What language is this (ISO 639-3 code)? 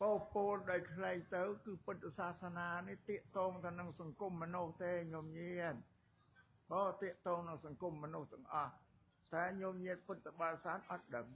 khm